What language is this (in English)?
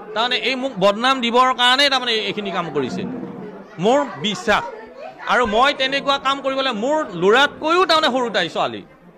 Assamese